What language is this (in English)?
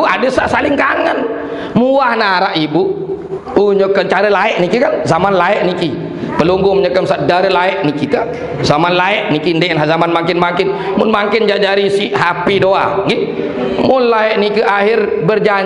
Sasak